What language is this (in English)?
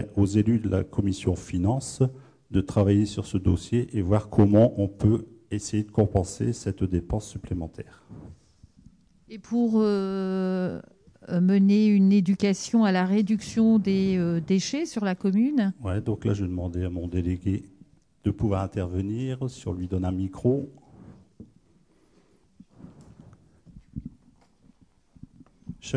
French